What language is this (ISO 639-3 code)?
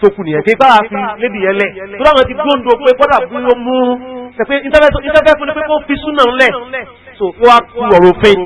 yor